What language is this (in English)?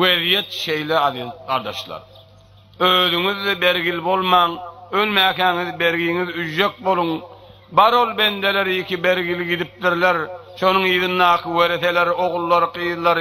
Turkmen